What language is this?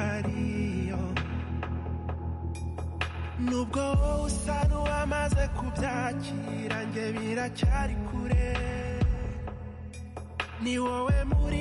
Kinyarwanda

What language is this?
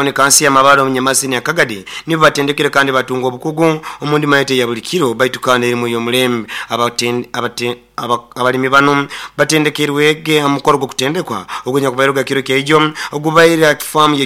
Nyoro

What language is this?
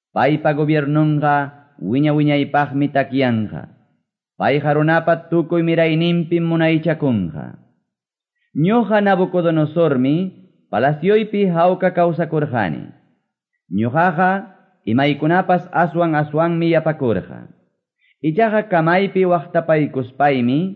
Quechua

